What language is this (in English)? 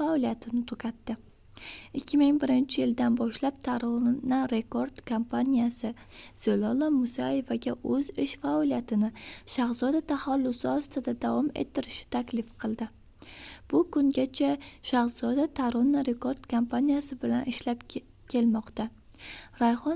Uzbek